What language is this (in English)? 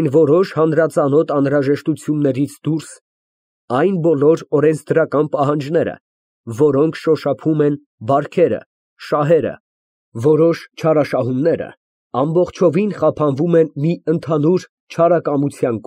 Armenian